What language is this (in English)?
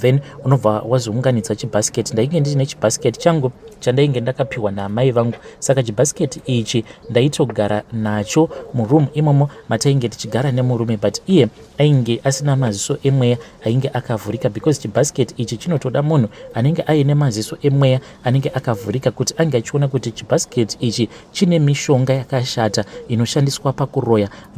Shona